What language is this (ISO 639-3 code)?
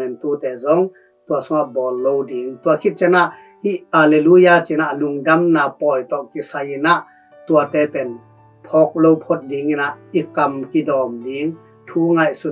ctd